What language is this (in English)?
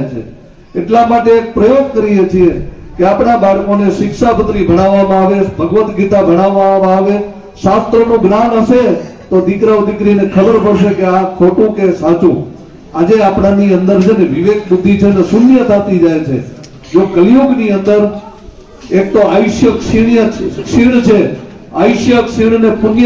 Gujarati